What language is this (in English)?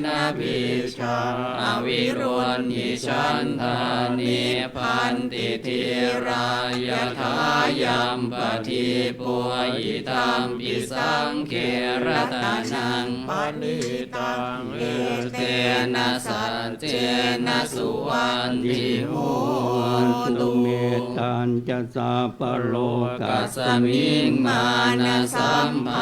Pali